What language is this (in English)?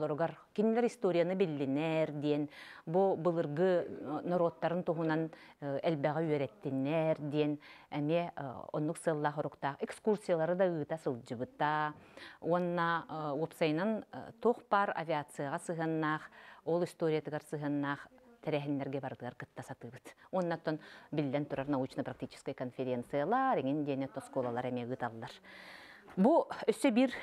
Yakut